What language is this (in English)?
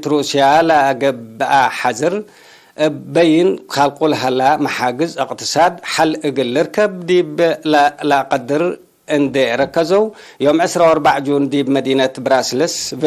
Tigre